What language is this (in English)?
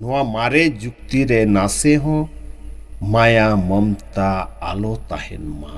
Santali